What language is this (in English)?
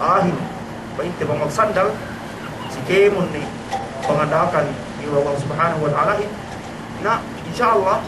Yakan